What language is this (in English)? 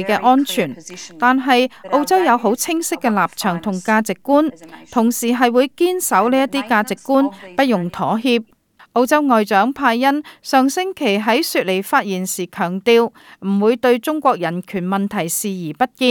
Cantonese